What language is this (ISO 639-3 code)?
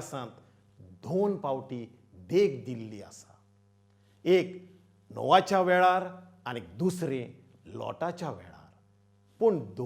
kok